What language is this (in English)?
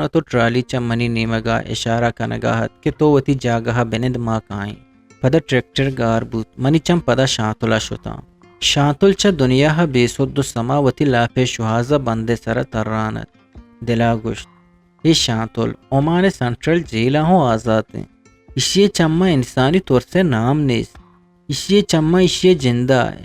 Eastern Balochi